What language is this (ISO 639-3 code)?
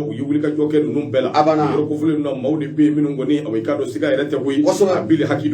bam